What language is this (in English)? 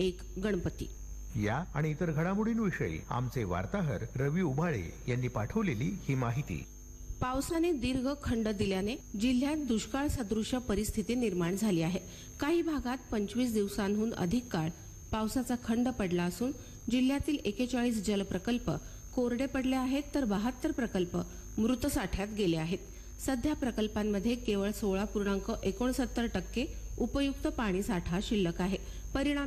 Marathi